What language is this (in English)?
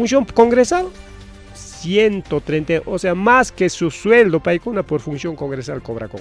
Ayacucho Quechua